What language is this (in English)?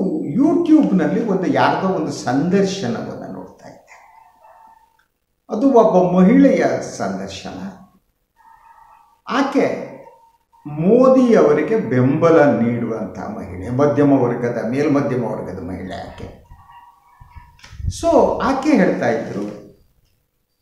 Kannada